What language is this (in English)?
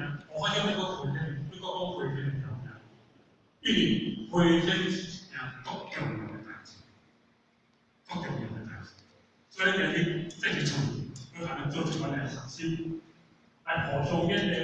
Min Nan Chinese